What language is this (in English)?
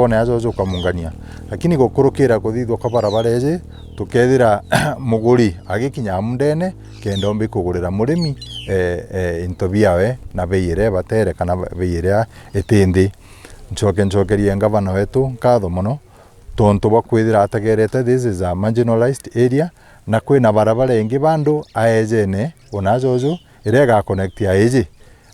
Meru